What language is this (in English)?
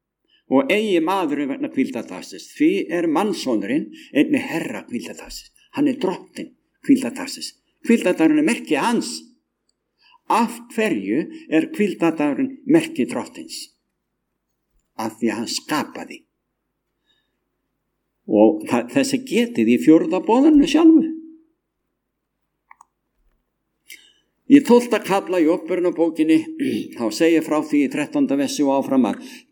Icelandic